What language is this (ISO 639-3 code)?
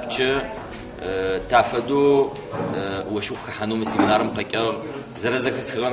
ady